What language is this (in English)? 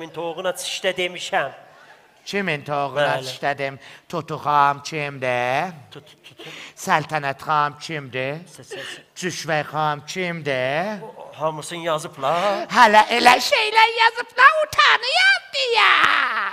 South Azerbaijani